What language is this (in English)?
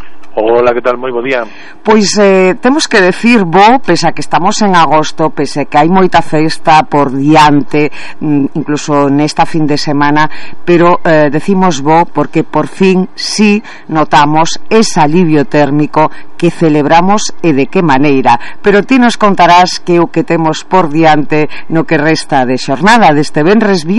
Galician